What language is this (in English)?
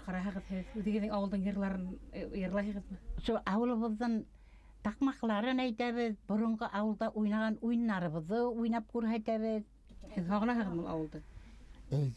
Bashkir